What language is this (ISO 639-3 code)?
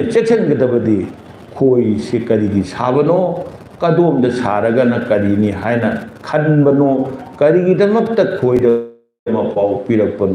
mni